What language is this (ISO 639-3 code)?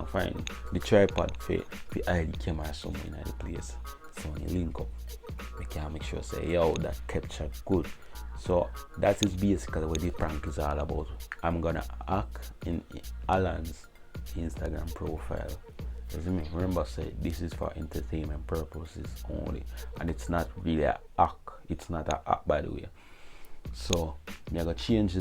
jam